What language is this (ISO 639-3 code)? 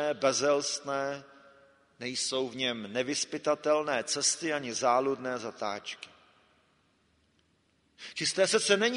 ces